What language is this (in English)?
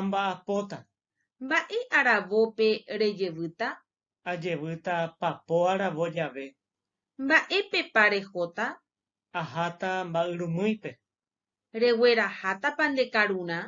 Guarani